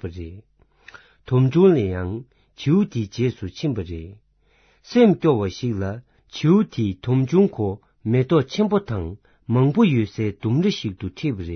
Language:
Tibetan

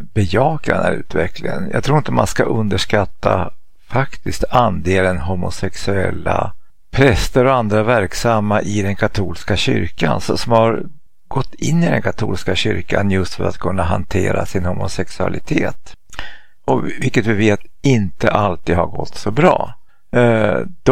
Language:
Swedish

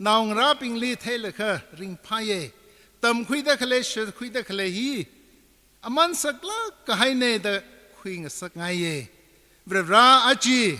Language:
Tangkhul Naga (India)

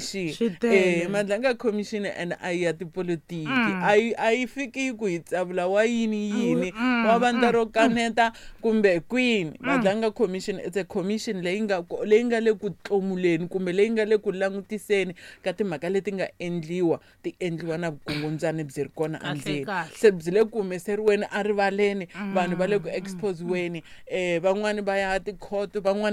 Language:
Tsonga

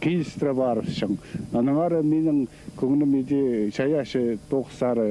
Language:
Khakas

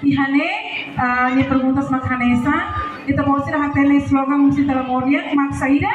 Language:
Tetum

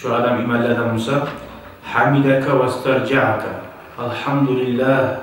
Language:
Kumyk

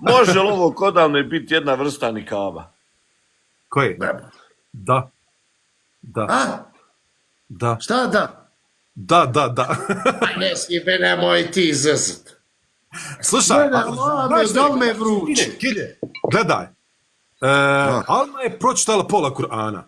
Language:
Bosnian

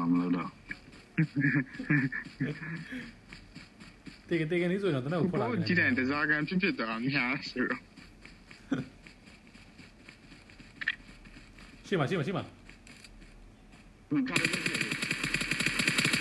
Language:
Burmese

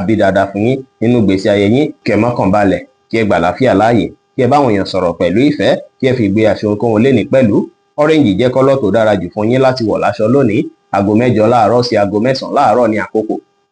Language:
Yoruba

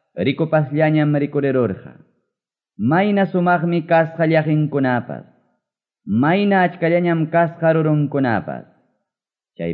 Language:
Quechua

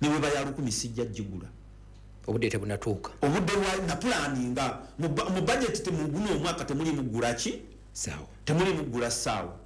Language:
Ganda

